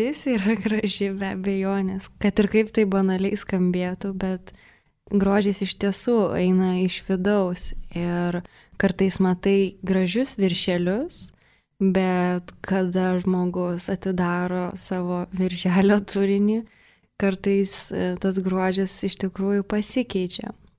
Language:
Lithuanian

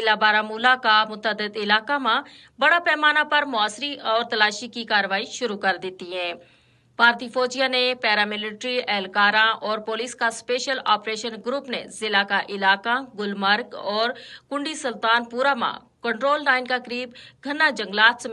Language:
Gujari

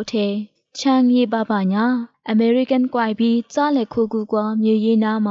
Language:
Lisu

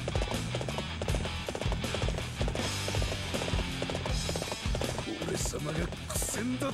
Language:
Japanese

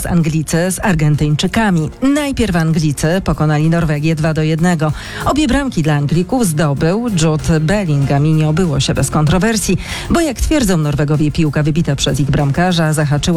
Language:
Polish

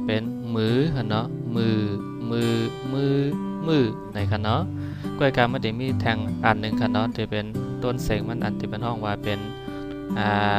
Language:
Shan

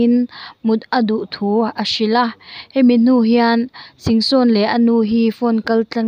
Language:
Hmar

